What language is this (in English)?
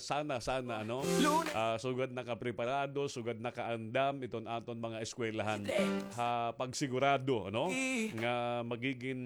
Waray